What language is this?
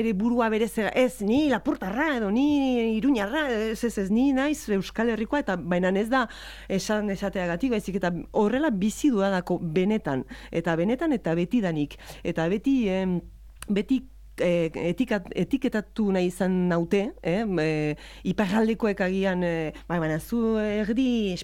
Basque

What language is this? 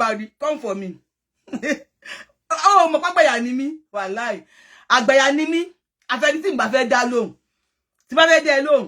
Yoruba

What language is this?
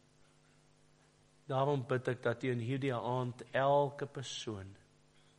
Afrikaans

